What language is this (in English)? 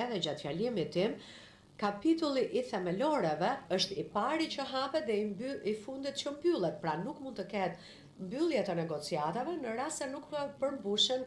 Albanian